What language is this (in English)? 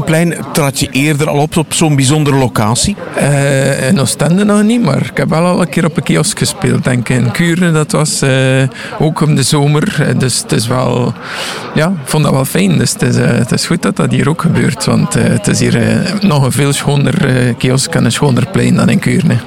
Dutch